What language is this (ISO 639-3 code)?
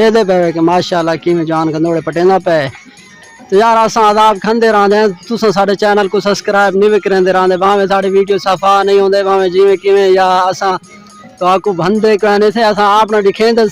skr